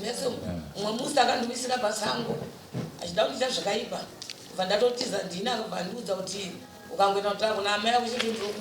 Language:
Shona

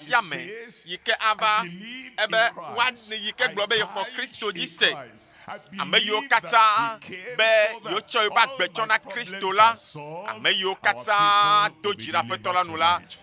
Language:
Ewe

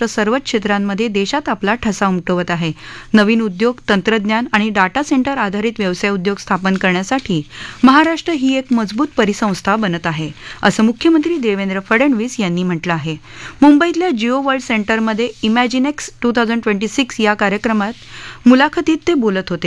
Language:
Marathi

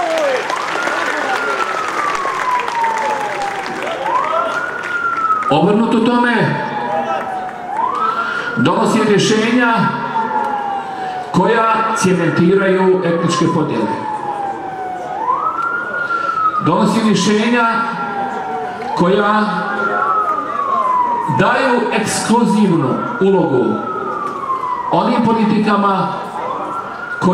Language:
Bosnian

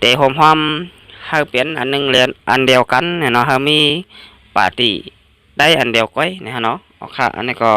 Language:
Shan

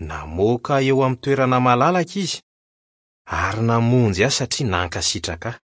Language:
Malagasy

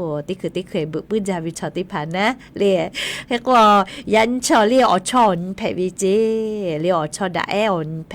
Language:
Lahu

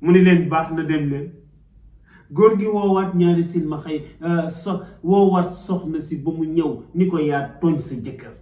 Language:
Wolof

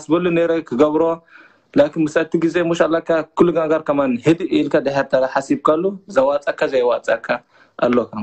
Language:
Tigrinya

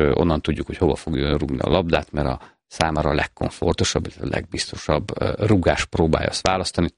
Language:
Hungarian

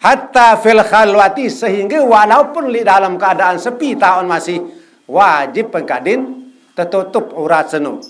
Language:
Sasak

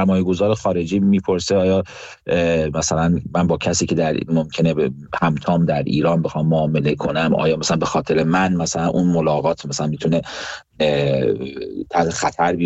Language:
Persian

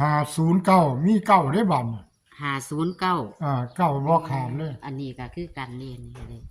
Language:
Northeastern Thai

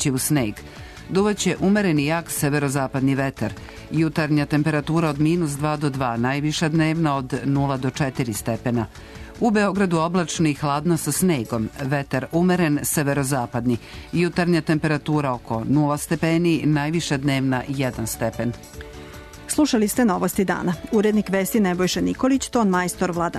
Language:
Serbian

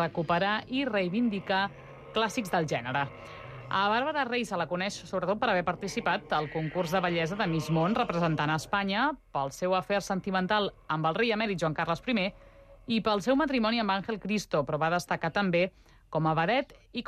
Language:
Catalan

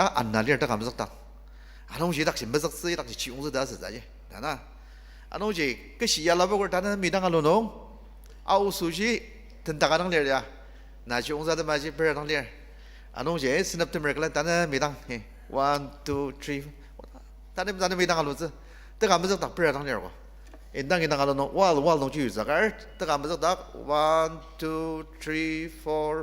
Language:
Ao Naga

